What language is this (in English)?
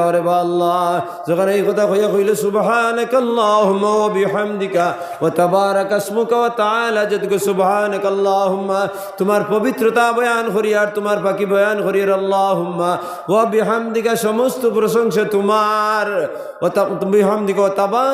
Sylheti